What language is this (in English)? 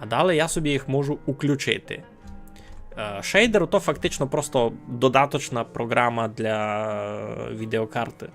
Rusyn